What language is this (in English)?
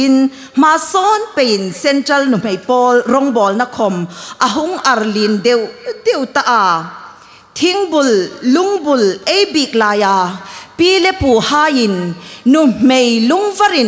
Hmar